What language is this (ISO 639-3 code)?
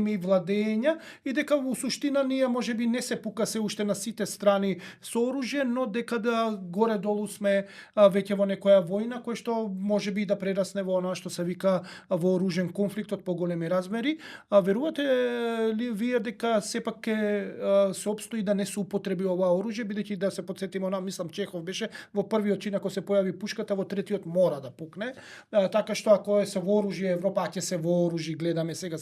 mkd